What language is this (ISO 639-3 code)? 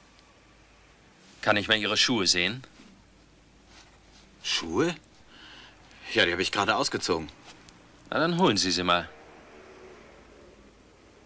deu